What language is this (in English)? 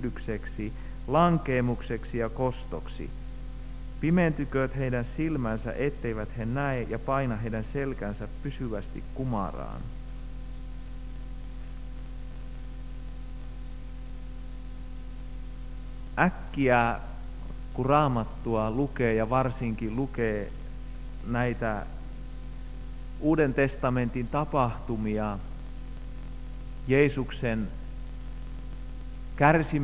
Finnish